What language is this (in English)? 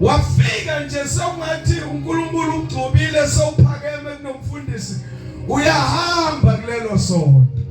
Zulu